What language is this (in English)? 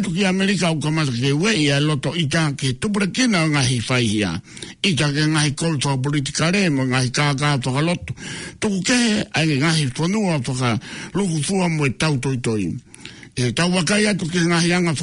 Tongan